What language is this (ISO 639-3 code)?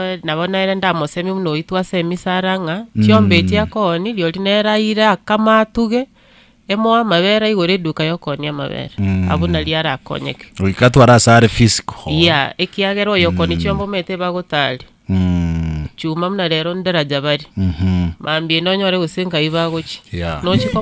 guz